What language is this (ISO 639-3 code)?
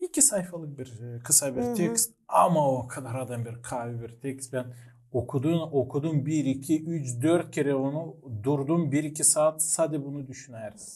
gag